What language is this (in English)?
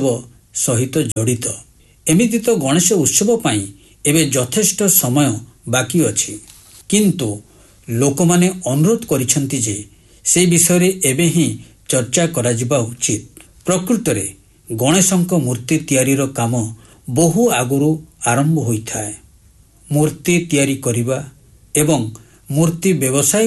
Odia